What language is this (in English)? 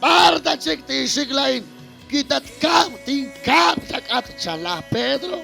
Kekchí